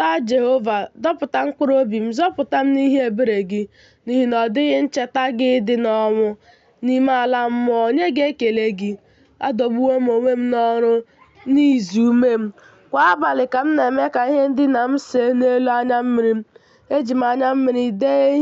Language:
Igbo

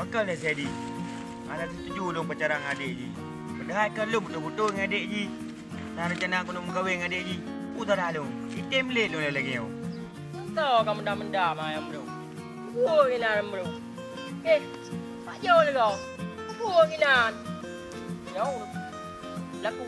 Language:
Achinese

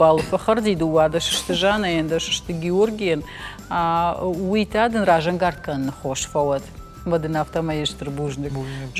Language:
Ossetic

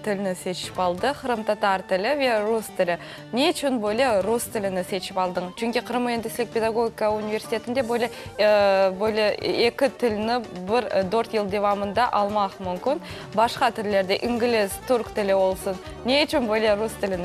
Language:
Crimean Tatar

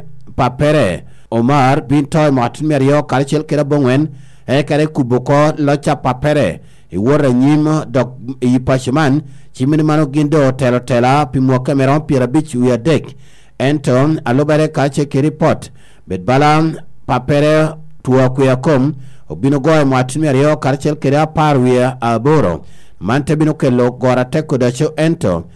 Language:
Lango (Uganda)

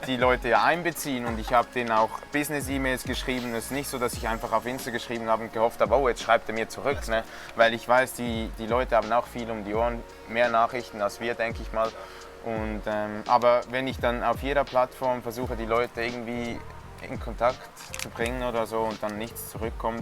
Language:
Swiss German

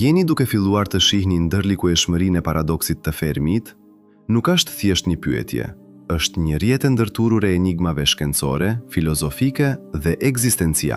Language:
Albanian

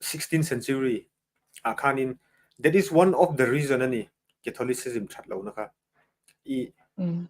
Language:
Mizo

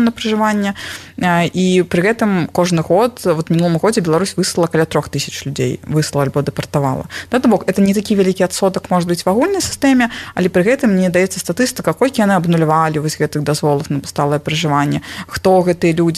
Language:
Belarusian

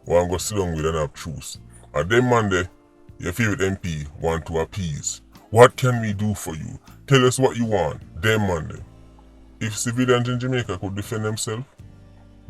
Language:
Jamaican Creole English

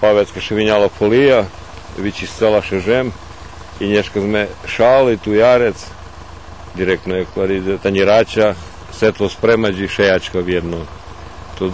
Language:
Rusyn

